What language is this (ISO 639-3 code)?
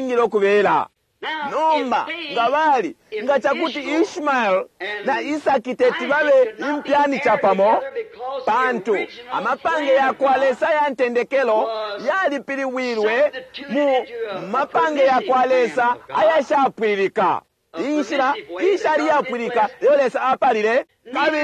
bem